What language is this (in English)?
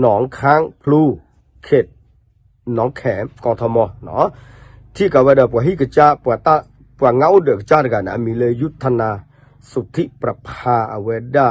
S'gaw Karen